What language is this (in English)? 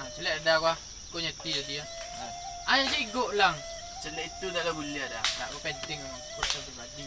Minangkabau